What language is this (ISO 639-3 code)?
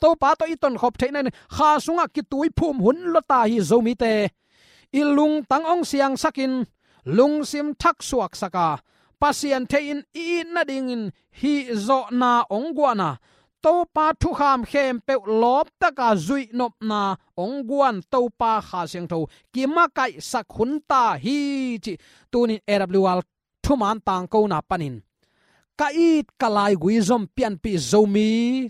ctd